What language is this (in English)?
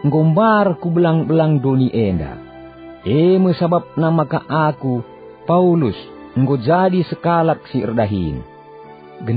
Batak Karo